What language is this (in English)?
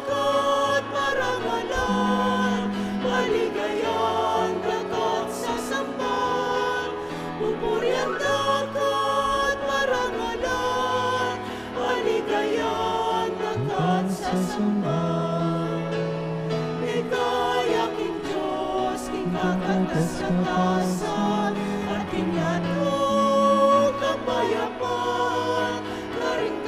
Pampanga